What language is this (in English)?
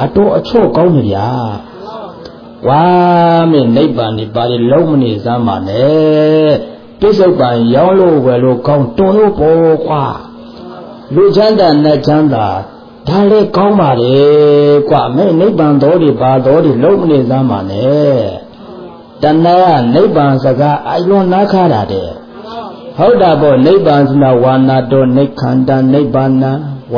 Burmese